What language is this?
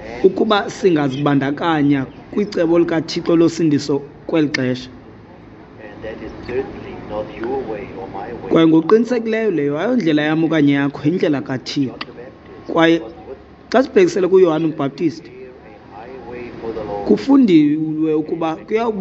Xhosa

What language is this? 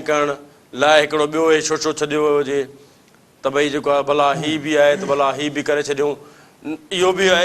Sindhi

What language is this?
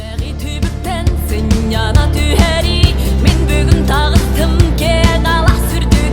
Yakut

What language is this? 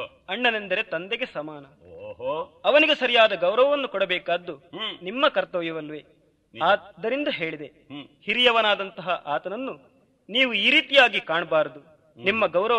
Kannada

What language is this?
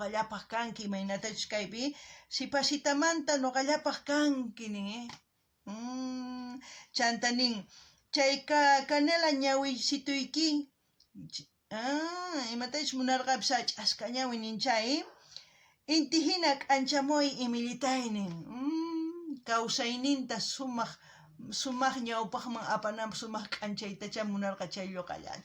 South Bolivian Quechua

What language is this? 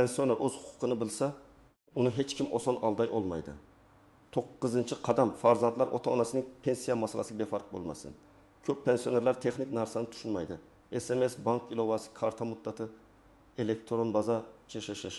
Uzbek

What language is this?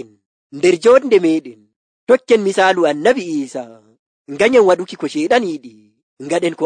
Nigerian Fulfulde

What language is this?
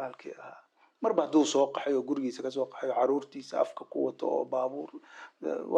Somali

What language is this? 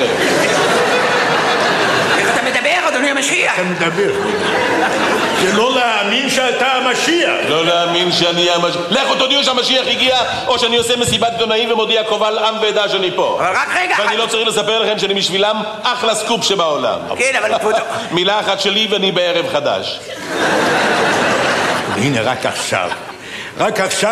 Hebrew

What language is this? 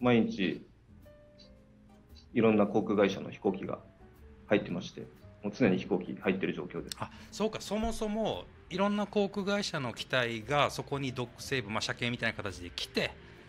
Japanese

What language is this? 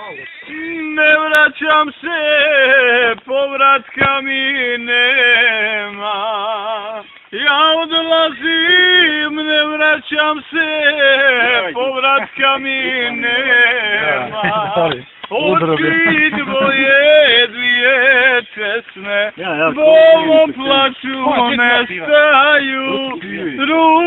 Bosnian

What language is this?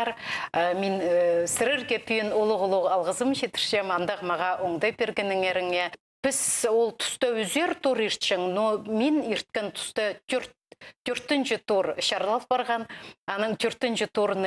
Khakas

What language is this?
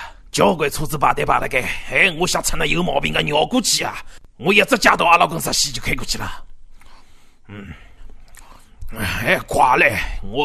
Wu Chinese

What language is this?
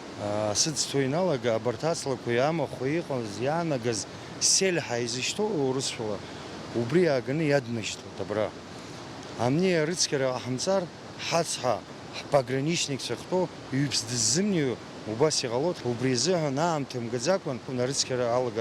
Abkhazian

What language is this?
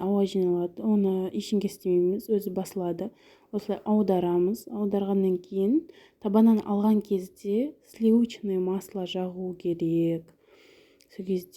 Kazakh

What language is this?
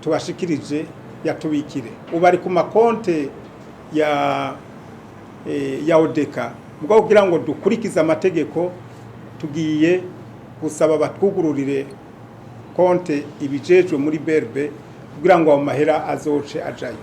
Rundi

